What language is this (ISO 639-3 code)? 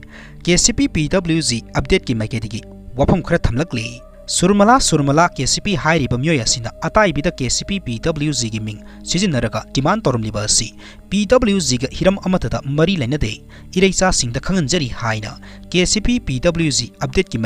mni